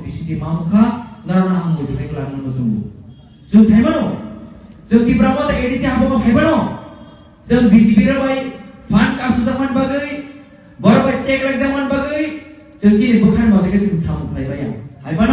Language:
Kok Borok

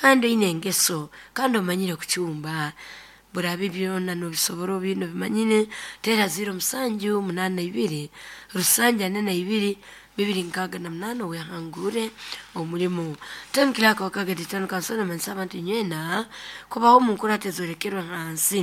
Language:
Nyoro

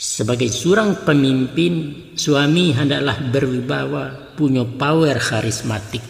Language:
Minangkabau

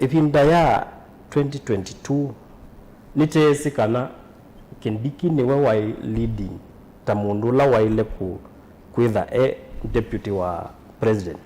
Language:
Kamba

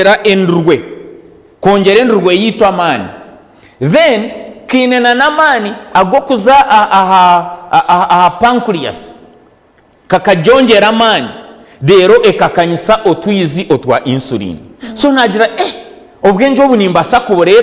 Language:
Nyankole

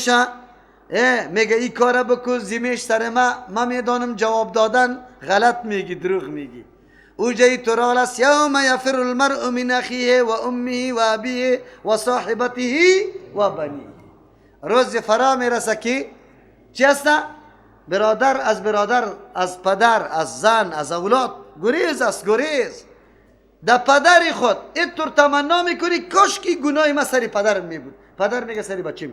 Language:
Persian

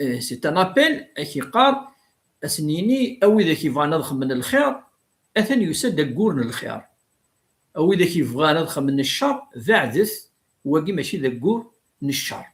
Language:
Kabyle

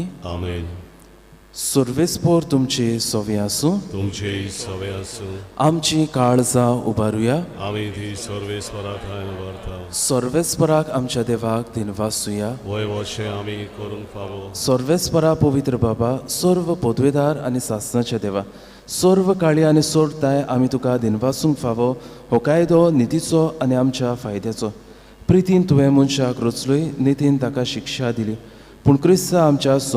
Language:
Konkani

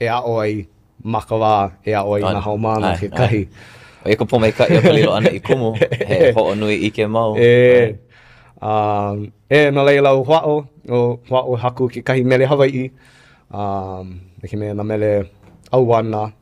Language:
Hawaiian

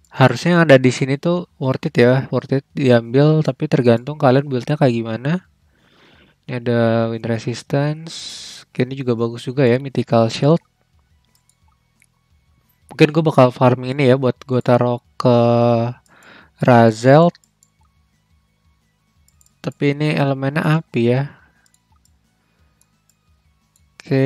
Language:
Indonesian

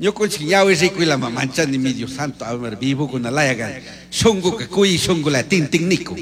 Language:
Chimborazo Highland Quichua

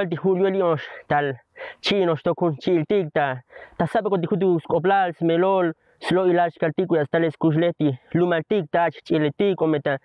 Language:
Tzotzil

